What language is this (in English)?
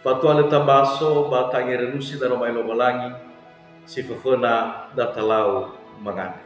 Nias